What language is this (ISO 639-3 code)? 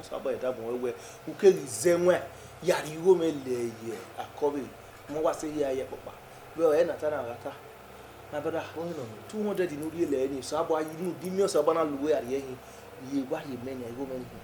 bin